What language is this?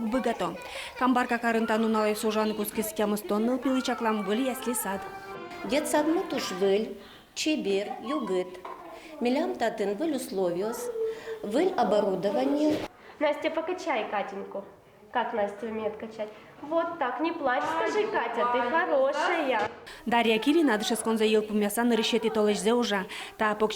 Udmurt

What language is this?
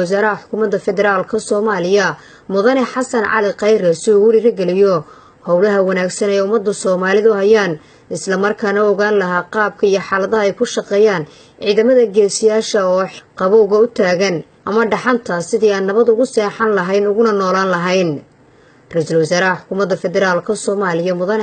Somali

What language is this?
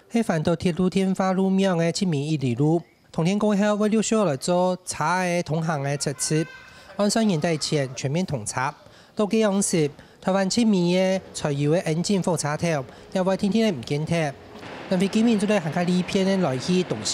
Hakka Chinese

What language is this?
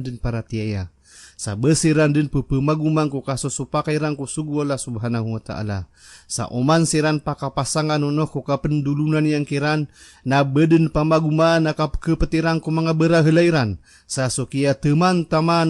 Maranao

